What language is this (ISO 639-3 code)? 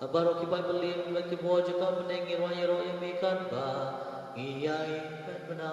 kha